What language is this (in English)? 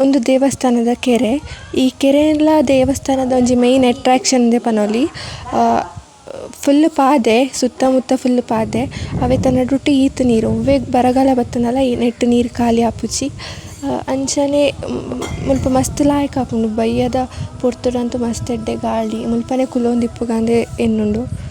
Tulu